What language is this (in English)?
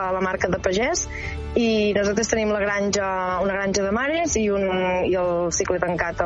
Catalan